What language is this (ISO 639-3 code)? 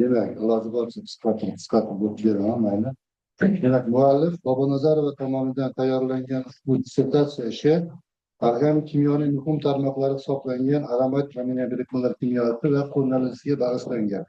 uzb